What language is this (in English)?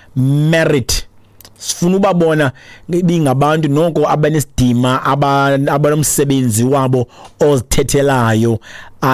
Xhosa